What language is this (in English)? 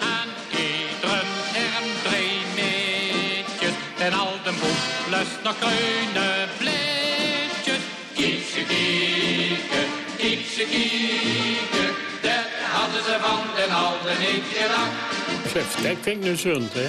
Limburgish